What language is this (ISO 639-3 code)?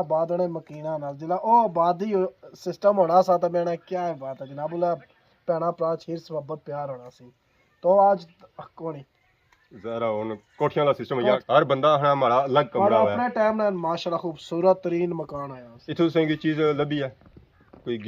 phr